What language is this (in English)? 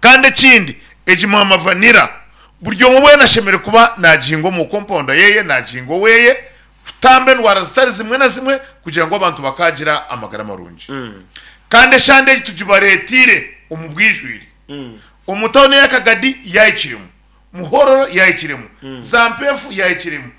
Nyankole